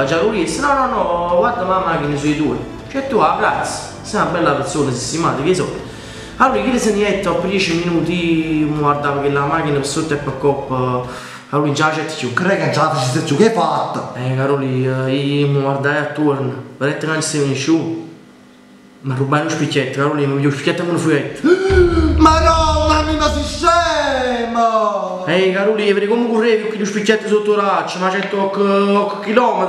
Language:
Neapolitan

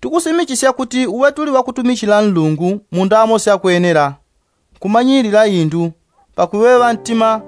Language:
Yao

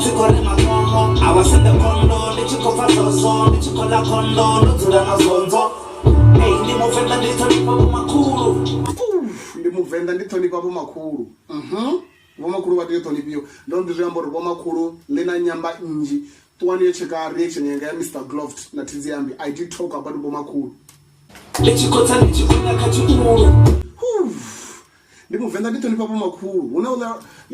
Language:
Venda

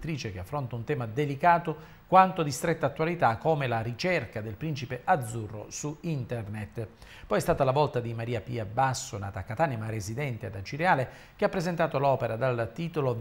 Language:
Italian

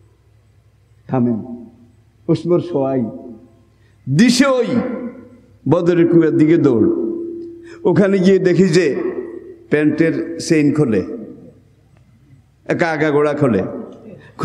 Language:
Bangla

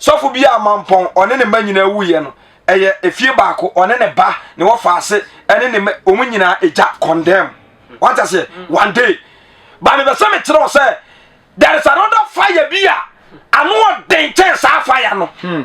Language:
Akan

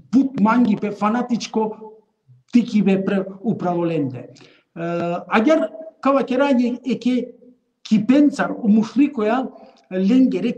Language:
Balkan Romani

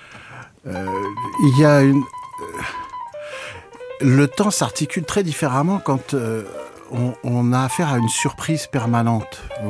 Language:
French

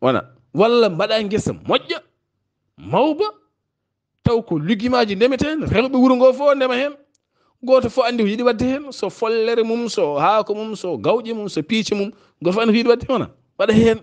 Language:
Fula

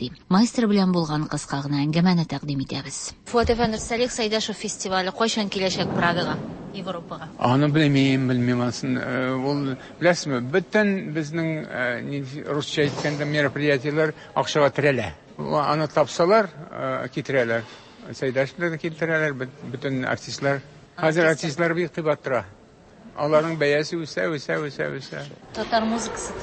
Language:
Tatar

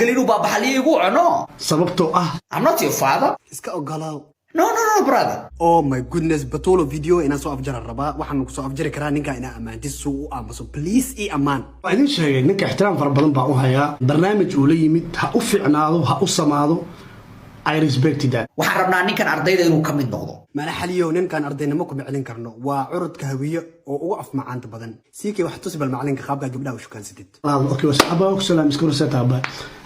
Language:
Somali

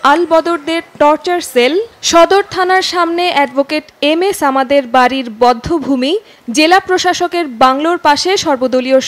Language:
Bangla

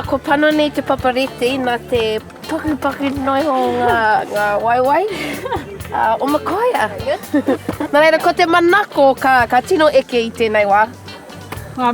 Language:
Māori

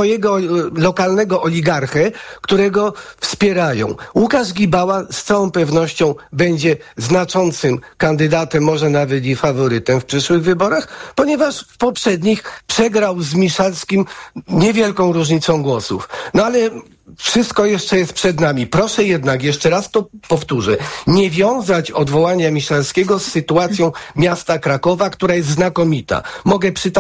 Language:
Polish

